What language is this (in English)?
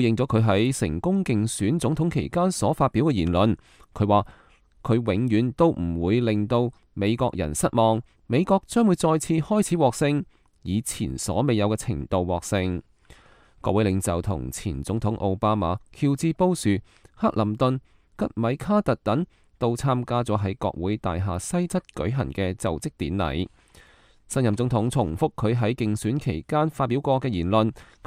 Cantonese